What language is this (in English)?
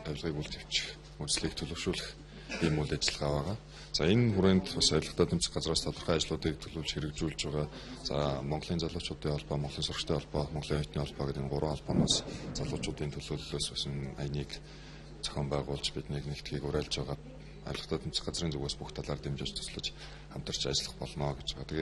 Mongolian